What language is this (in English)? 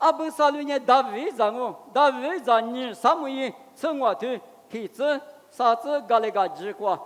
Lisu